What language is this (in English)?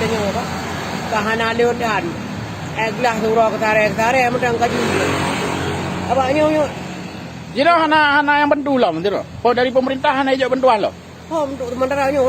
Achinese